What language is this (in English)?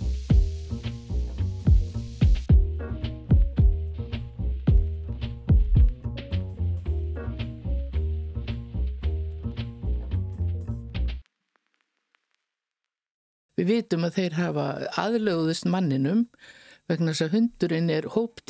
Icelandic